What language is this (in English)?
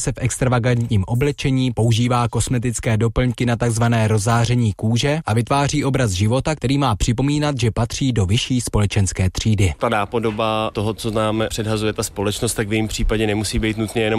Czech